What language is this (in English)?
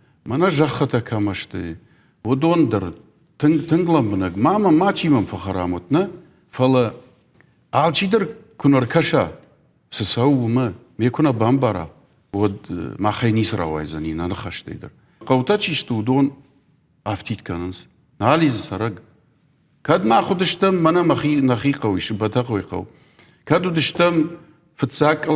Ossetic